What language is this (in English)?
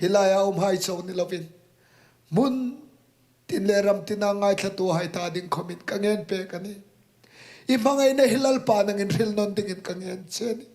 Hmar